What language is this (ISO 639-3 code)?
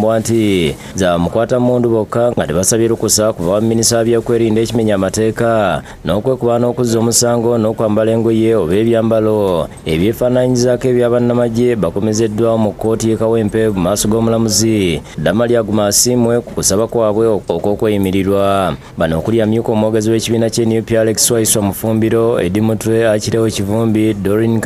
lug